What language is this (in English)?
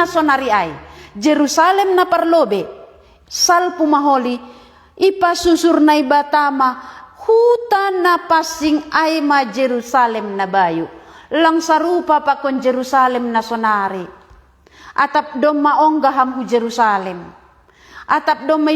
Batak Simalungun